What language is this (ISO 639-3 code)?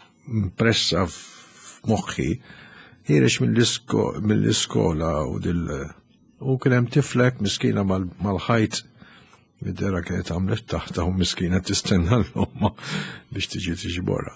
mlt